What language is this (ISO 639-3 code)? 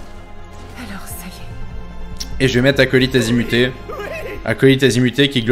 fra